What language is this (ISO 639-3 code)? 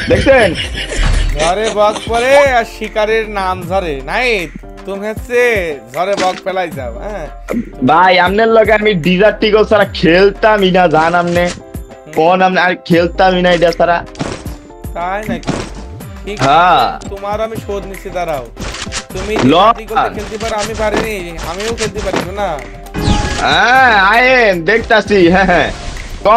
ben